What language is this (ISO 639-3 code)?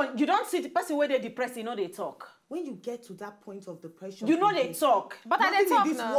pcm